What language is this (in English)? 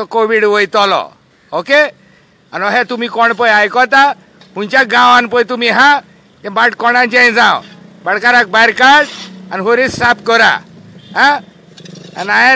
Konkani